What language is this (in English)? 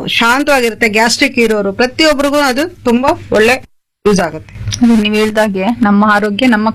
Kannada